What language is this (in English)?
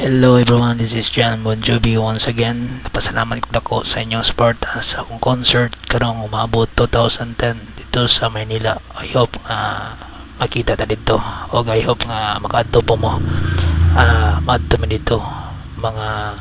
Cebuano